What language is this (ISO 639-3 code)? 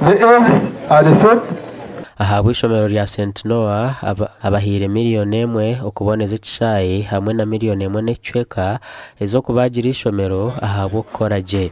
nyn